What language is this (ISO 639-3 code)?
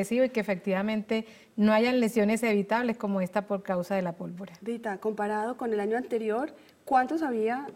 spa